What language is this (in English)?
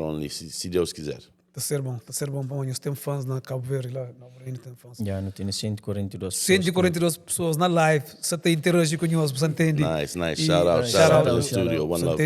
Kabuverdianu